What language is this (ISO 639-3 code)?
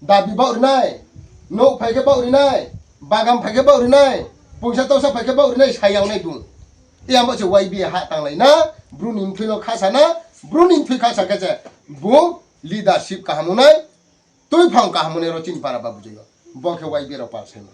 ria